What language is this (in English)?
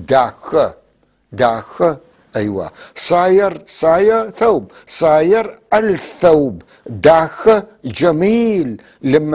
North Levantine Arabic